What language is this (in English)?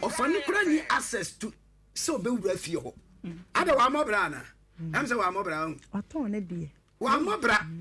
Akan